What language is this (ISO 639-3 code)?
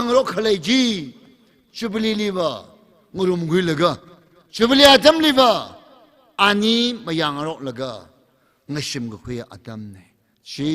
nmf